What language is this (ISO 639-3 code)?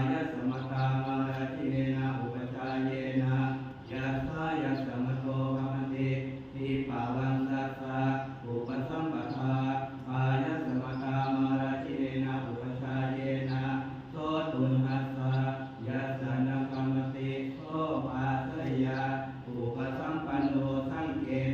pli